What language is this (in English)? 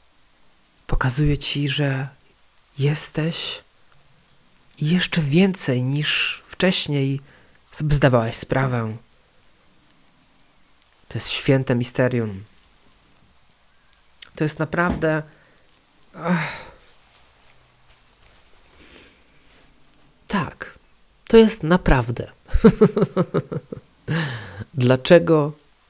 Polish